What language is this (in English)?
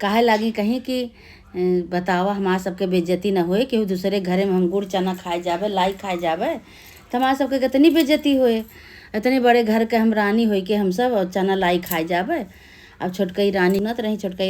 Awadhi